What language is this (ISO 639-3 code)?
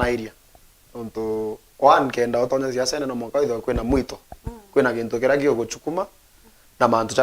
mer